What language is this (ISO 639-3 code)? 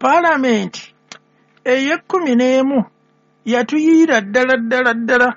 lug